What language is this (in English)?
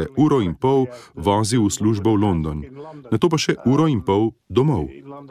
Slovenian